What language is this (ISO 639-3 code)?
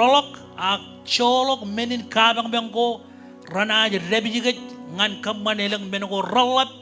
mah